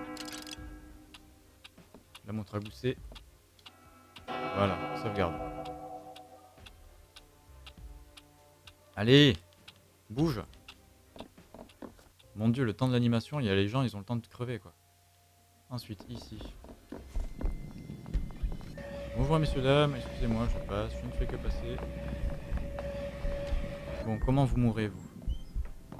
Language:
French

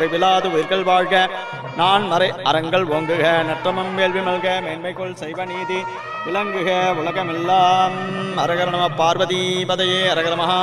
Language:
Tamil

